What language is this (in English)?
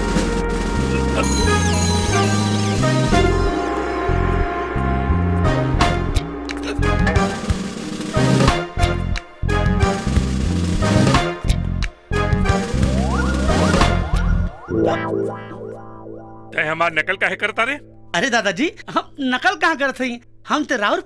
Bhojpuri